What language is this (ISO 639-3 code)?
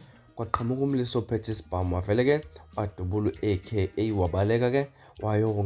zul